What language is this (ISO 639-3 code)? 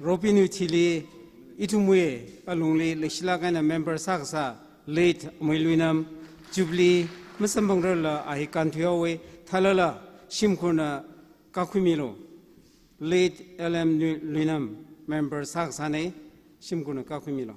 nmf